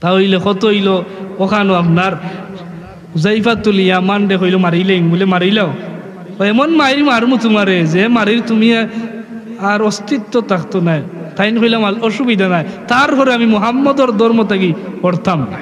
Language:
Sylheti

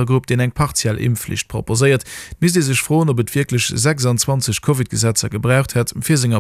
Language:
Luxembourgish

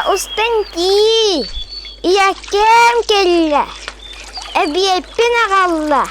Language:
Yakut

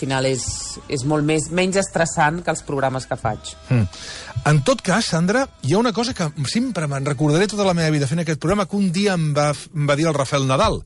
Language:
Catalan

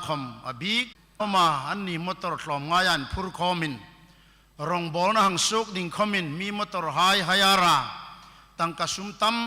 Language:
Hmar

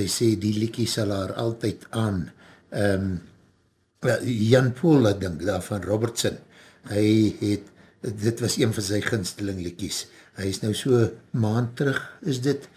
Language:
Afrikaans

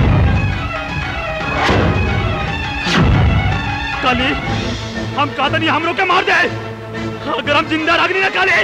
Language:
Bhojpuri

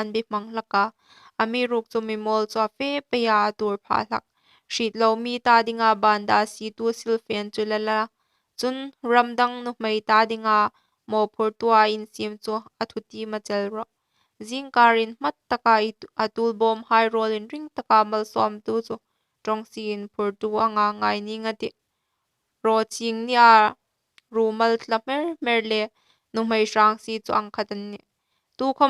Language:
Hmar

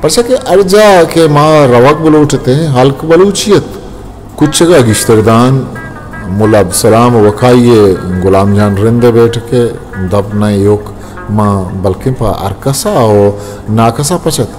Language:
Eastern Balochi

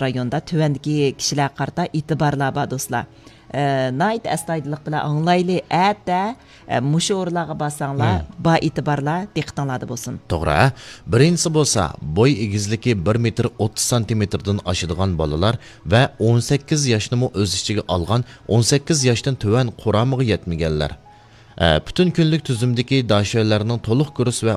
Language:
Uyghur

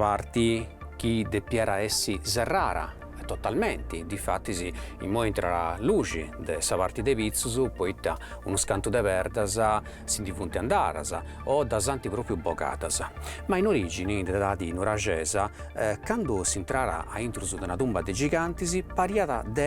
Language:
Sardinian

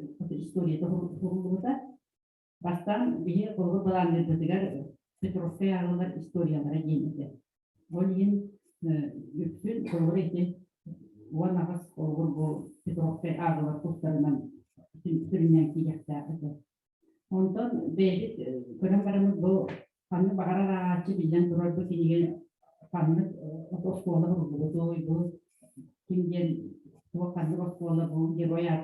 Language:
Yakut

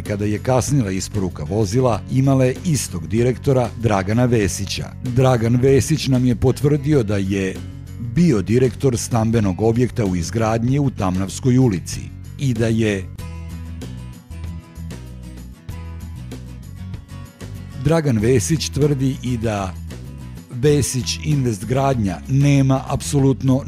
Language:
Serbian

